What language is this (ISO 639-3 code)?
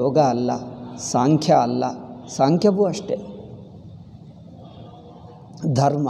kan